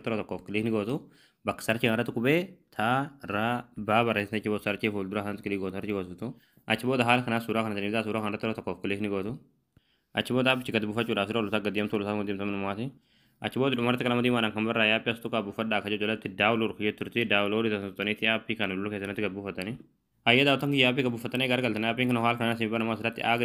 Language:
Oromo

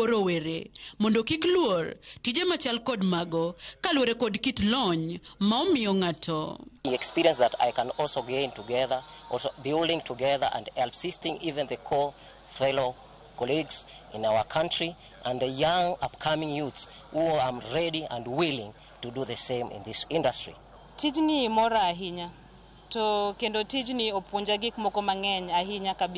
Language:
Luo (Kenya and Tanzania)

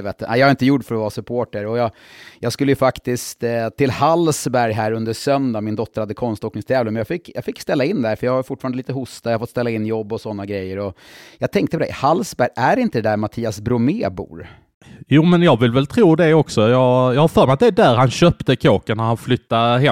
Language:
Swedish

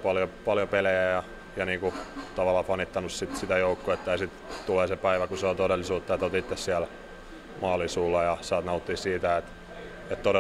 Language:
Finnish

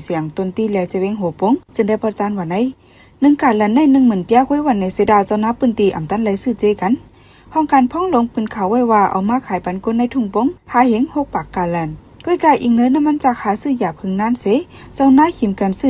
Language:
Shan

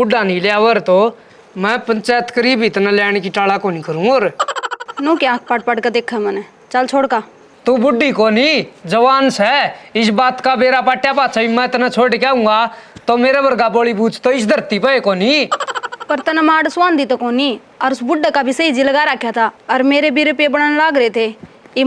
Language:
Haryanvi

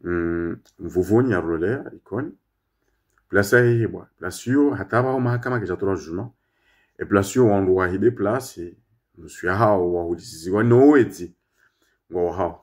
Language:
Ngazidja Comorian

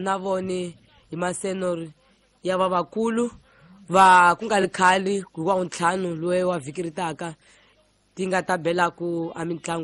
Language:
Tsonga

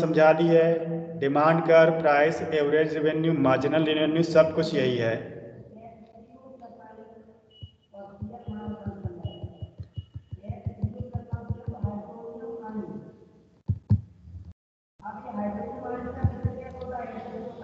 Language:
Hindi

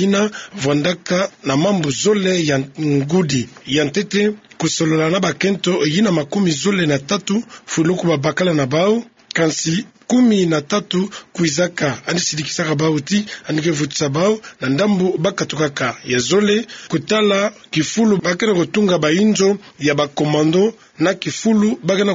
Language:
Kituba (Democratic Republic of Congo)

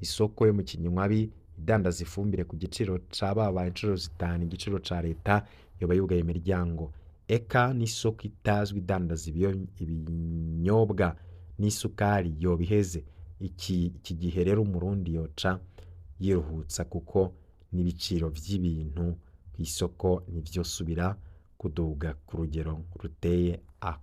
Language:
Rundi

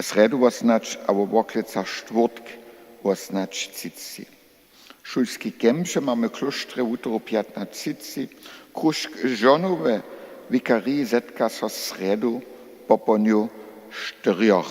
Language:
Upper Sorbian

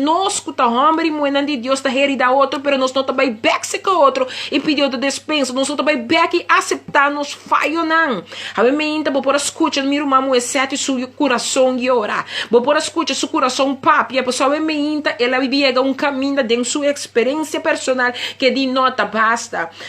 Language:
Papiamento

